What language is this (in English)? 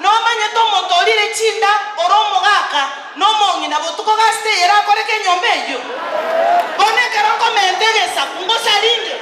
Gusii